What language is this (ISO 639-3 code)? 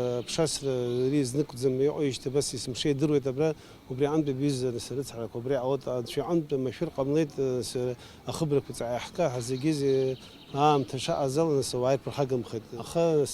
abk